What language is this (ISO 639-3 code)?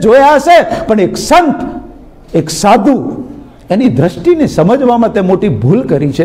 guj